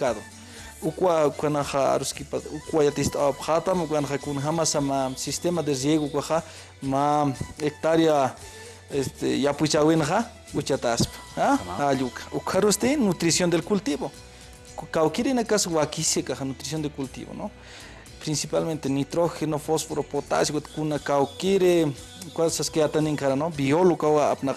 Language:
Aymara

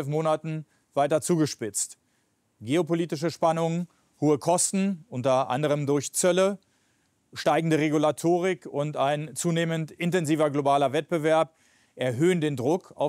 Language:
German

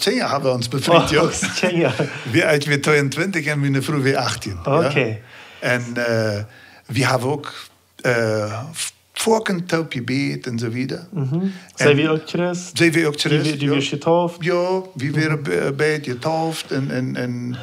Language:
Plautdietsch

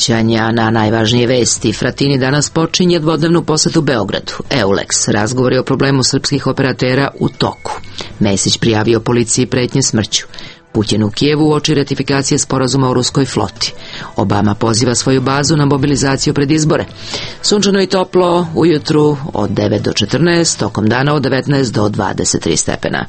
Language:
Serbian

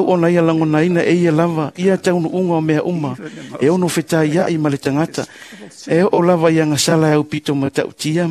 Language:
Samoan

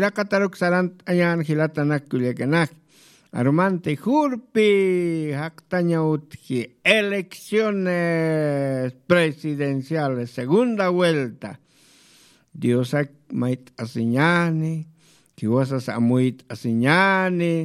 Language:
Aymara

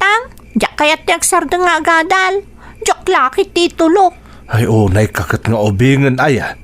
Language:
Iloko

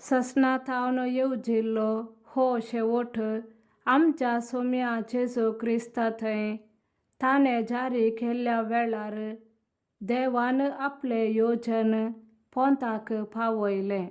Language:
Konkani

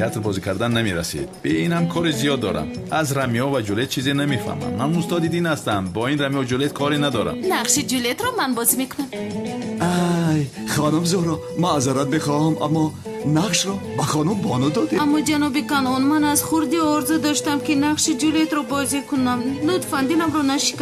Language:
Tajik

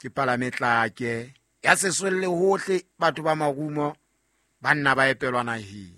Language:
Southern Sotho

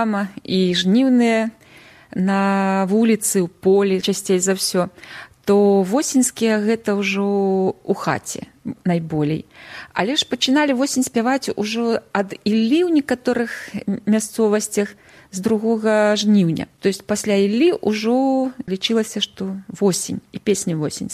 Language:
Belarusian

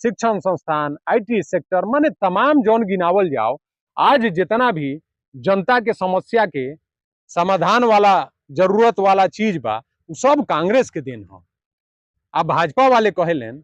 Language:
Bhojpuri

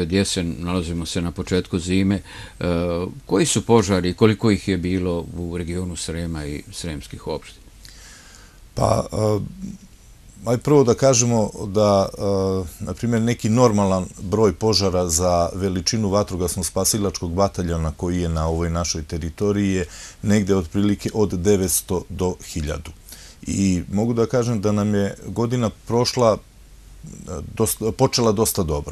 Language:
Serbian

